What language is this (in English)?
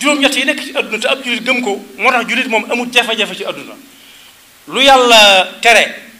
Wolof